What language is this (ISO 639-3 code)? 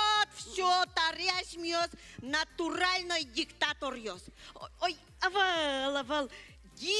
udm